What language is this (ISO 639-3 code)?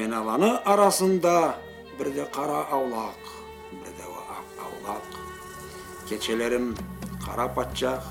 krc